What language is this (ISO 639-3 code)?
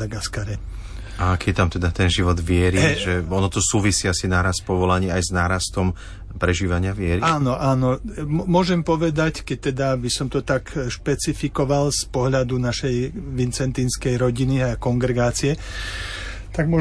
slk